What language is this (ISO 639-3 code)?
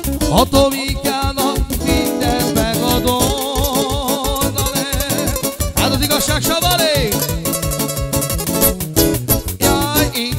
hun